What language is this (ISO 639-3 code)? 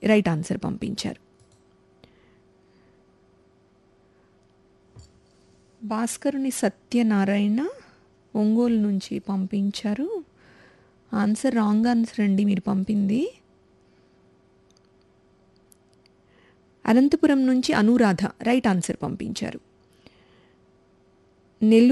tel